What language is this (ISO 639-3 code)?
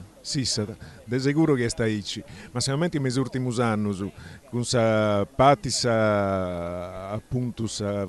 srd